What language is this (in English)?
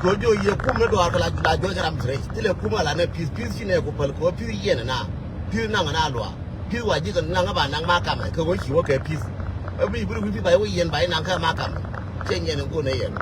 Nuer